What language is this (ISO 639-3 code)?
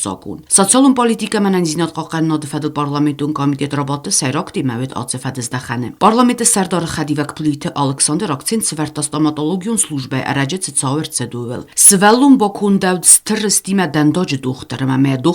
oss